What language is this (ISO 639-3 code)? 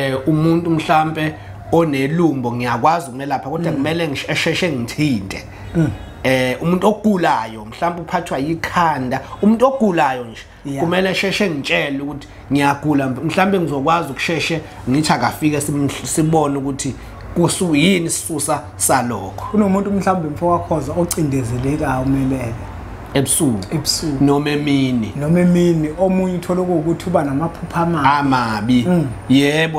zul